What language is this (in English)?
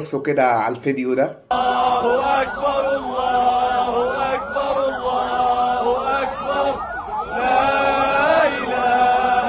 Egyptian Arabic